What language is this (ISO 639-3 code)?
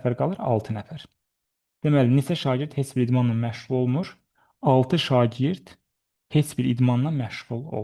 aze